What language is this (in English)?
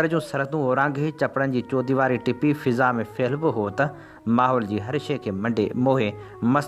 Sindhi